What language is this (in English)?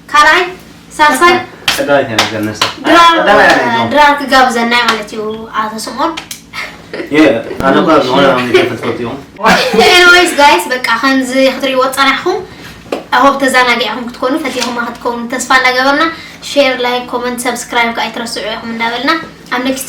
Tigrinya